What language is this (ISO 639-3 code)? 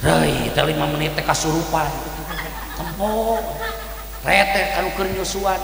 sun